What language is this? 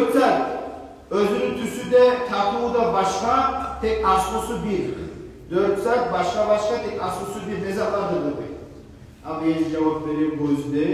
Kumyk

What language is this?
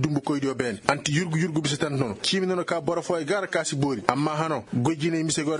Koyraboro Senni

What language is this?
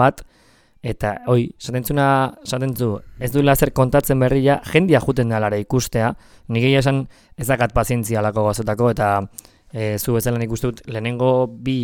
Basque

